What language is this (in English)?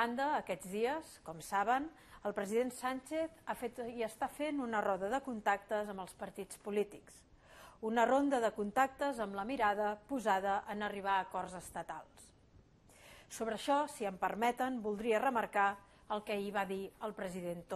Catalan